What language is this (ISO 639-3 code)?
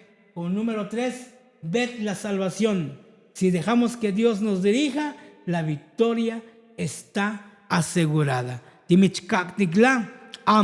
tzo